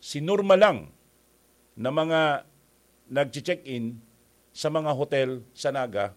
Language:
Bikol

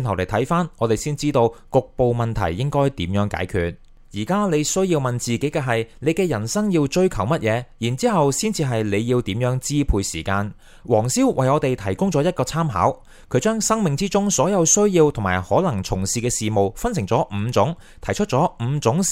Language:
Cantonese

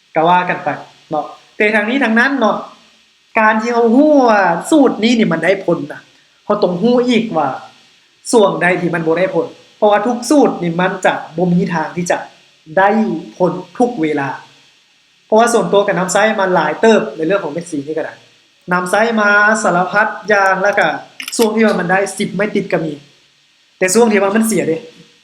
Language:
Lao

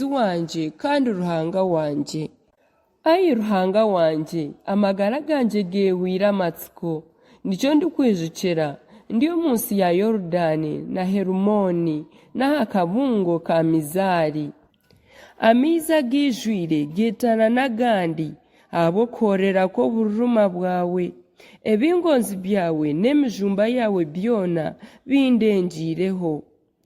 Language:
Nyankole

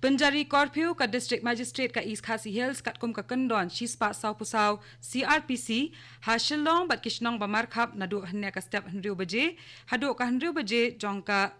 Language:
Khasi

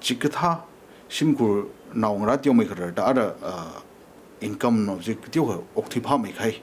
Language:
Tangkhul Naga (India)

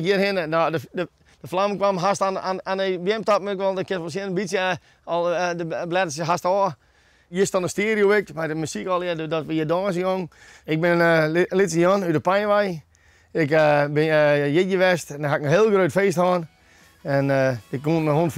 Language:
Western Frisian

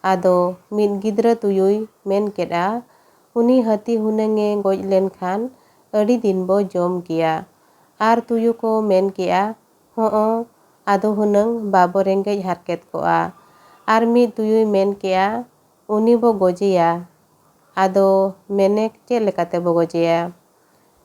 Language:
Santali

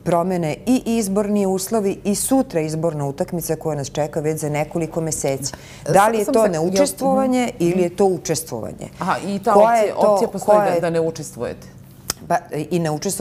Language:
Serbian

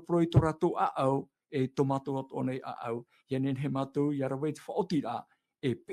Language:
Tahitian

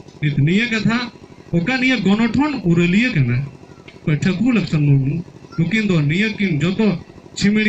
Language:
Santali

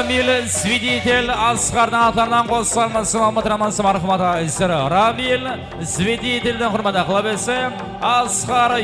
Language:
Kara-Kalpak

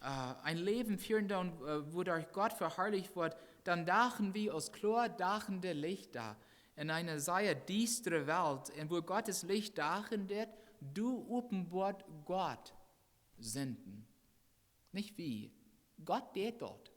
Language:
Plautdietsch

